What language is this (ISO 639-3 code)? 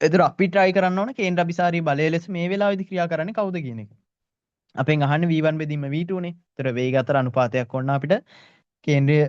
sin